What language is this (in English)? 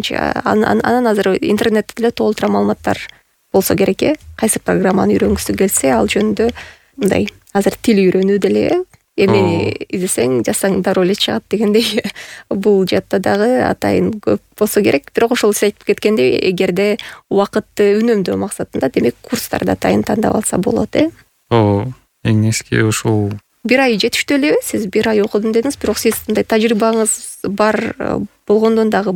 Kyrgyz